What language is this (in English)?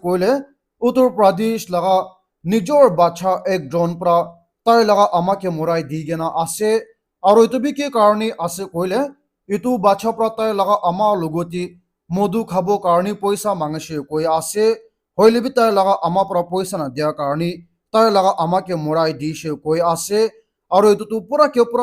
Naga Pidgin